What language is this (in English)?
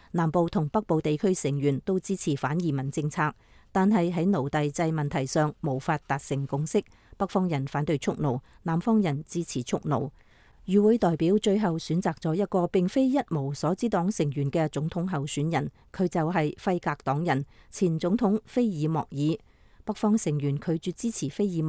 Cantonese